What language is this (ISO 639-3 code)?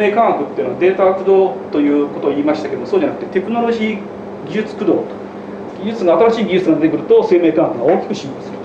jpn